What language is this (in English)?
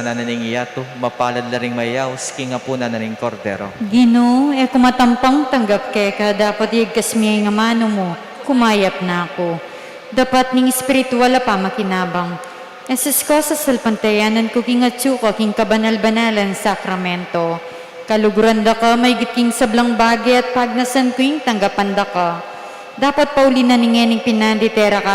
Pampanga